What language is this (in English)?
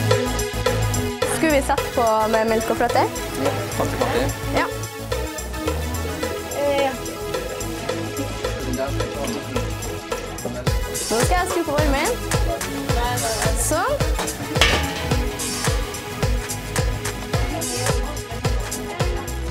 Norwegian